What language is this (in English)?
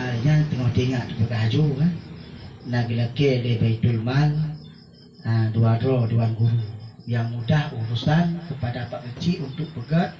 Achinese